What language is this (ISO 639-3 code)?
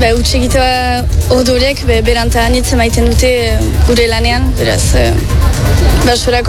eus